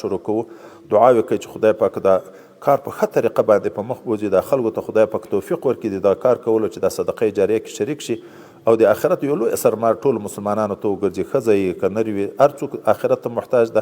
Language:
Pashto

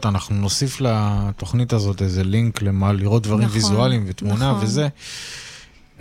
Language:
Hebrew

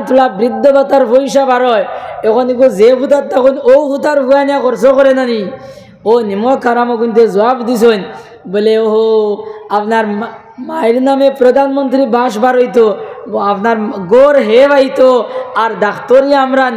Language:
Sylheti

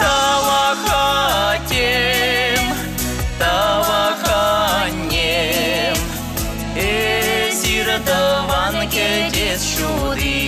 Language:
Chuvash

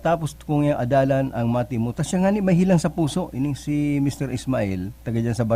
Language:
Bikol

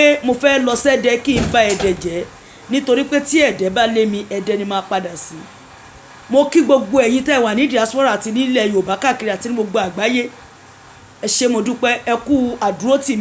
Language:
Yoruba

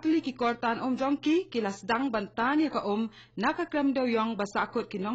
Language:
Khasi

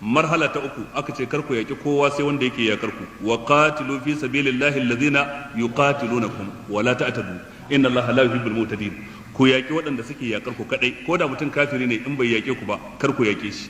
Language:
Hausa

